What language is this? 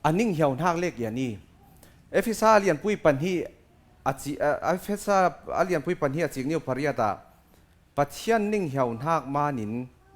Falam Chin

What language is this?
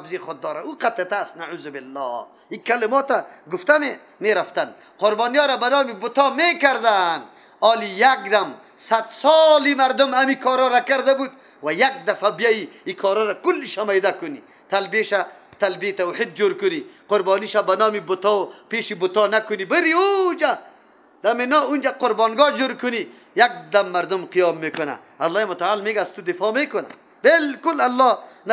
Persian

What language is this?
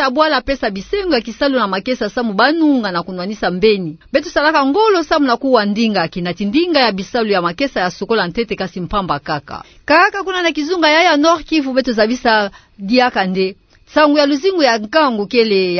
Kituba (Democratic Republic of Congo)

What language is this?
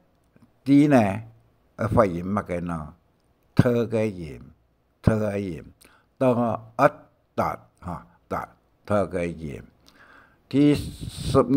Hakka Chinese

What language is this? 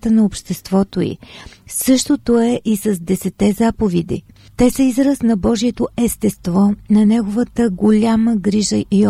Bulgarian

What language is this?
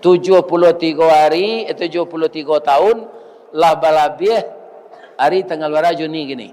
Minangkabau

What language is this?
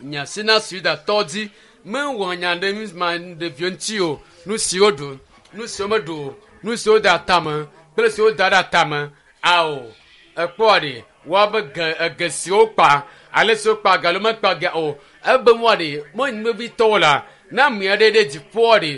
Ewe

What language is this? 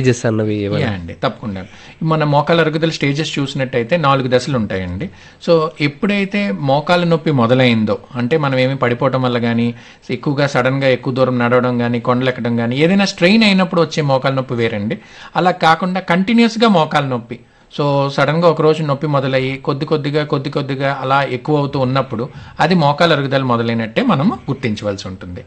Telugu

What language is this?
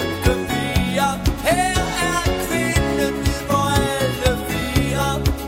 Danish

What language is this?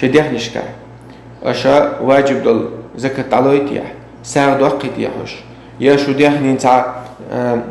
Chechen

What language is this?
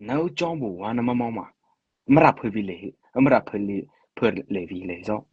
Mara Chin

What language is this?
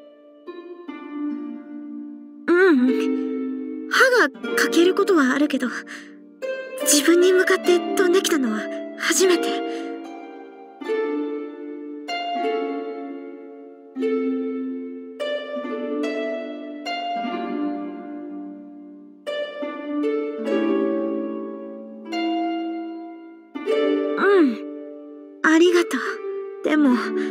Japanese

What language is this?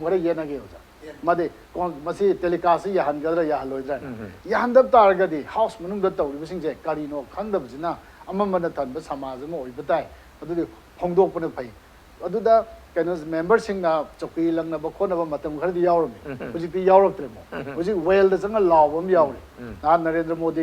Manipuri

